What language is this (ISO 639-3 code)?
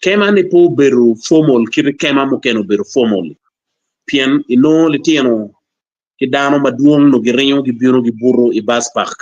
ach